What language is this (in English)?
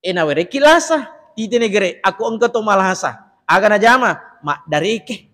Buginese